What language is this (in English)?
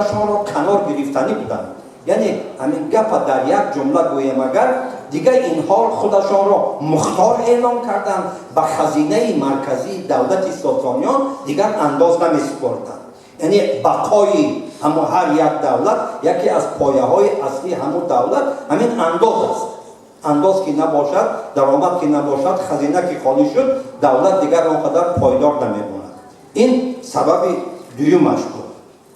Tajik